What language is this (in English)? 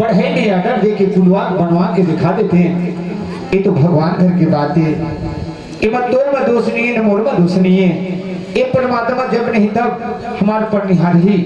Chhattisgarhi